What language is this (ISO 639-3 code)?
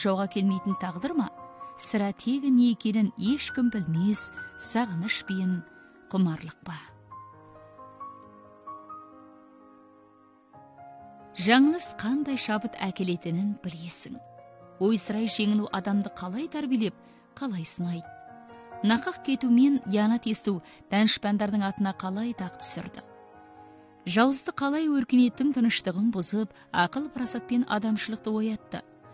kaz